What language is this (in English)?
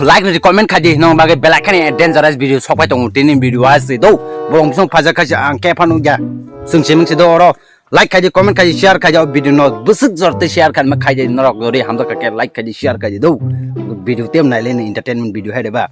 Kok Borok